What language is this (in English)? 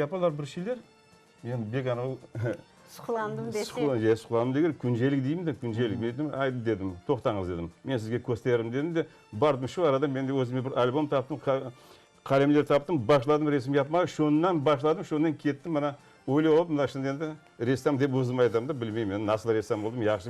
Crimean Tatar